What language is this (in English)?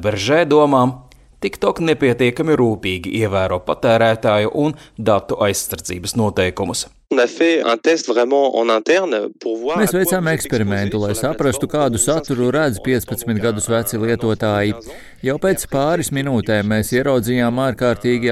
Latvian